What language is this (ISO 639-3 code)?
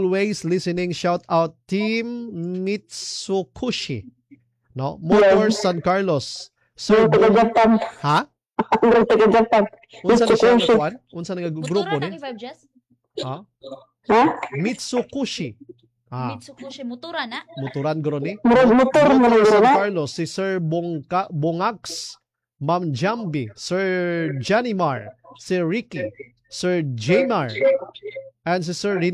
ceb